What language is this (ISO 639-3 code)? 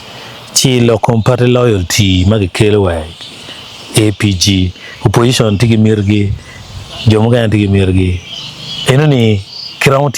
ach